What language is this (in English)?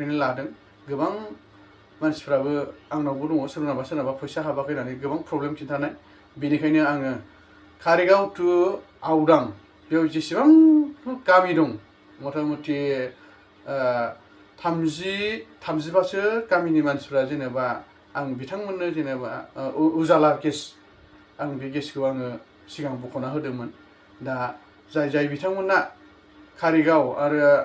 Bodo